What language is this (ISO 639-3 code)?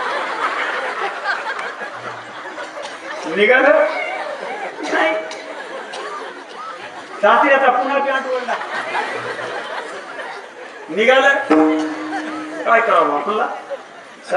mar